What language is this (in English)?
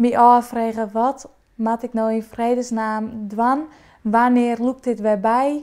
Western Frisian